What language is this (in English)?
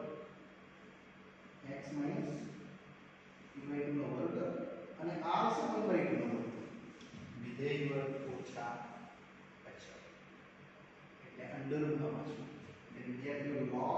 Gujarati